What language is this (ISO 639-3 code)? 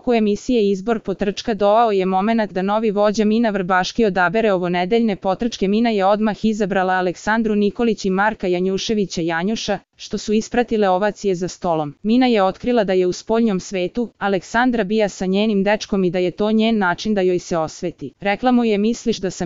srp